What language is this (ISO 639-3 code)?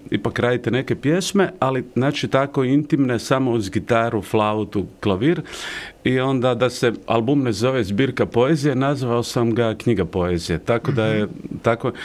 hrv